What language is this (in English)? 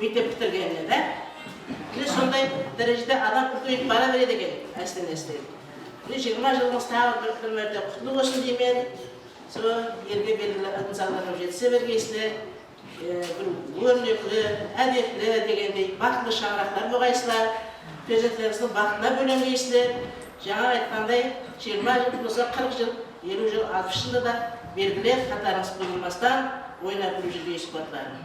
Kara-Kalpak